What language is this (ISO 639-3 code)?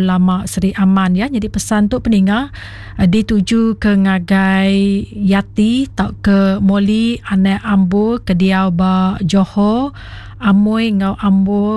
iba